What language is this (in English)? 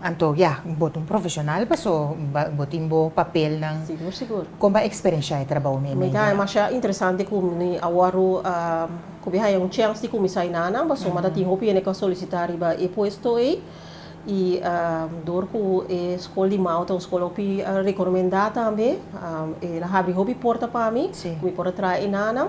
Papiamento